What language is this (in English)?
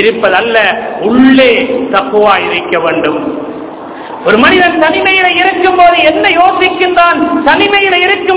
Tamil